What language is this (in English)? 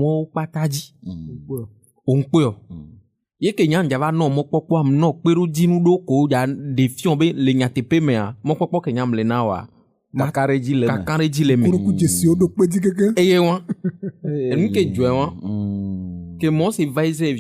Ewe